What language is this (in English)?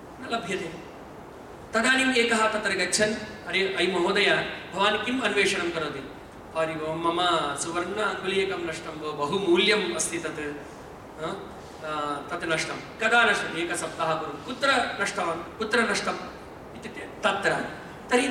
Sanskrit